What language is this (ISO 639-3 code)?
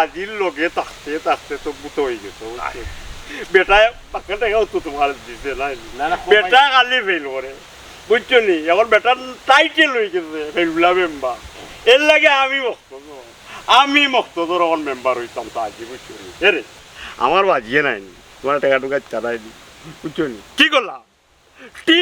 syl